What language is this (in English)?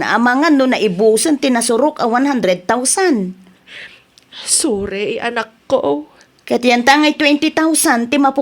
Iloko